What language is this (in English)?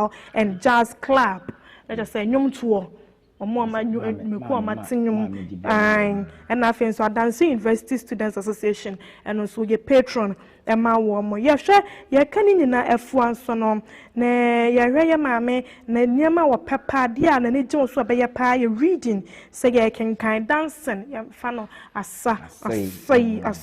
Akan